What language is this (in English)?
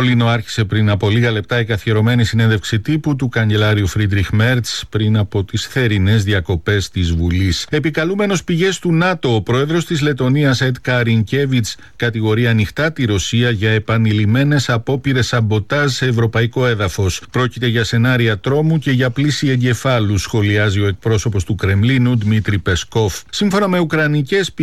Greek